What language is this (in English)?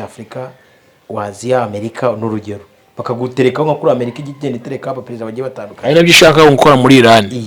Kinyarwanda